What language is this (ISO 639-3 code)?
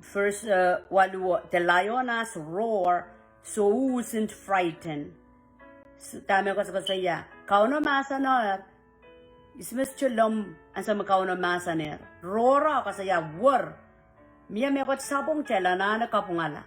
pon